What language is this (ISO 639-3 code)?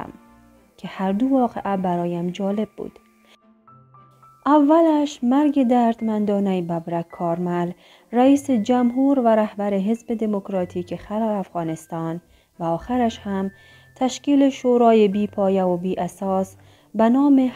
fas